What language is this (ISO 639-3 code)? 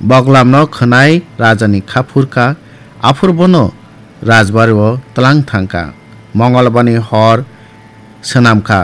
trp